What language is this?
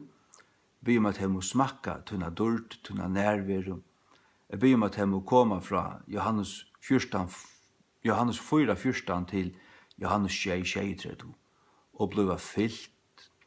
Faroese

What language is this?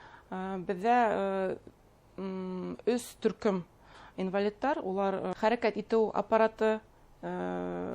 Bashkir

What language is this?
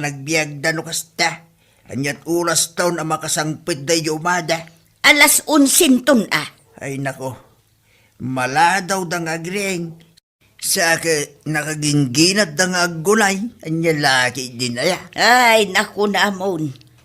Iloko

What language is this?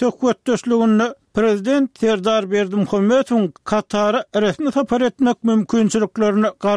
Turkmen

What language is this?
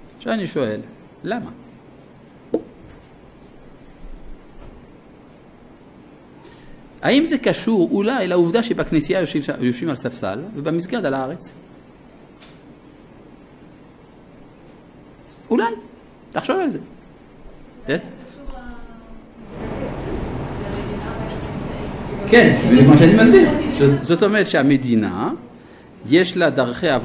Hebrew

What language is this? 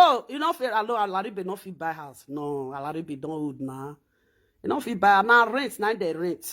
Nigerian Pidgin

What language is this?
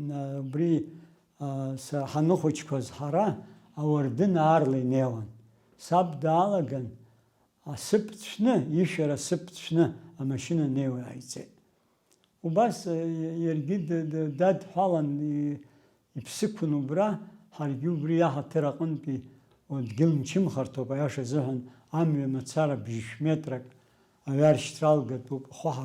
Abkhazian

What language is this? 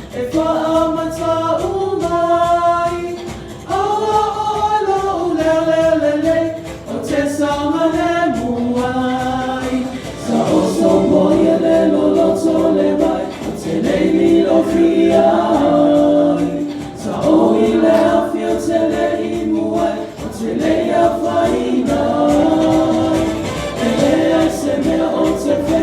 Samoan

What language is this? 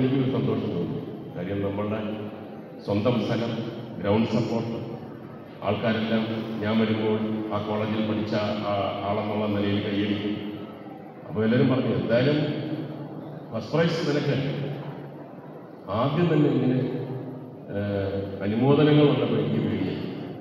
Malayalam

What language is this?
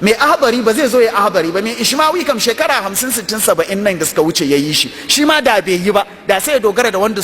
Hausa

